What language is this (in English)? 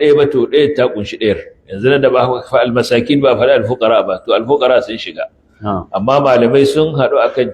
Hausa